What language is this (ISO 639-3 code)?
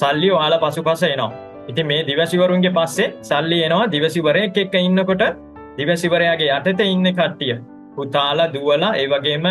sin